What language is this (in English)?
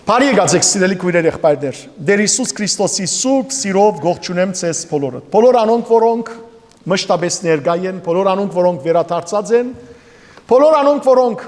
Western Armenian